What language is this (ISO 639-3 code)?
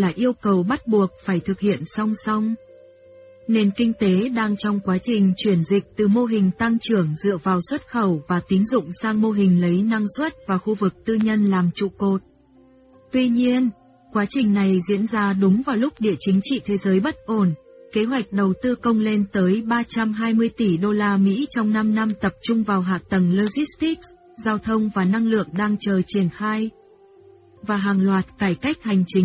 vie